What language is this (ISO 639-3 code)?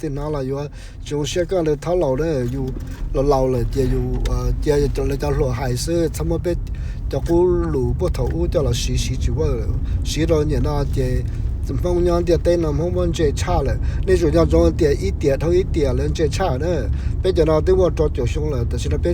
hmn